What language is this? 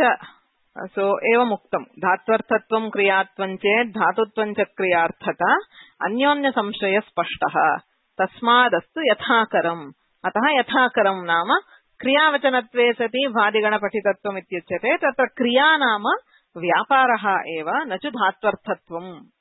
Sanskrit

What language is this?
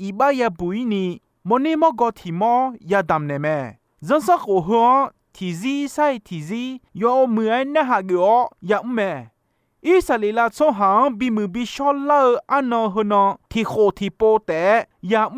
Akha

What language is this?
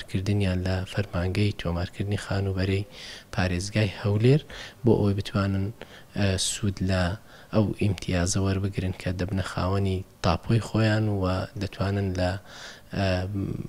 Central Kurdish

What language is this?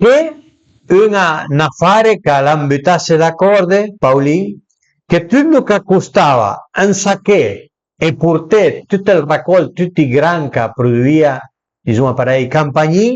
Piedmontese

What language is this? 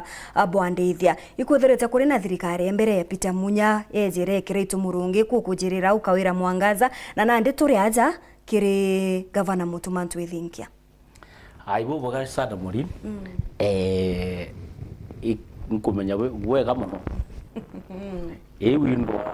Meru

